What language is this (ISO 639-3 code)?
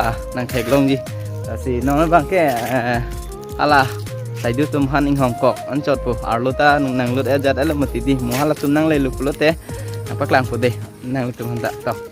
mjw